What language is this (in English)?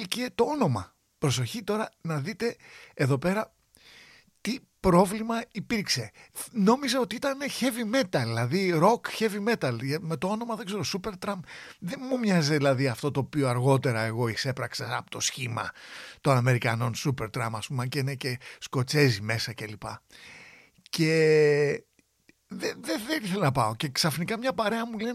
Greek